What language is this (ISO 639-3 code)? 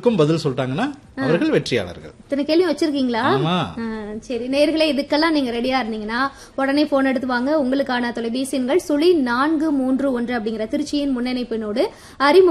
tam